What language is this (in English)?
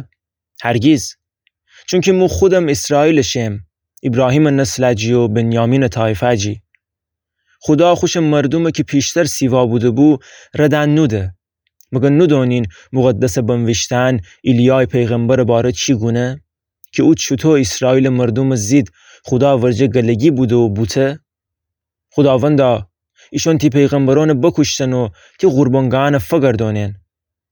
Gilaki